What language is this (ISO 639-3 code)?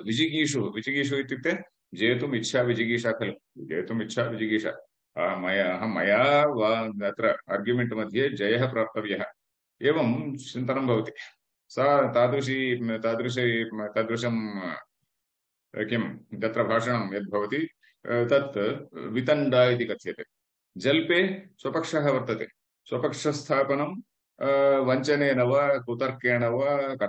san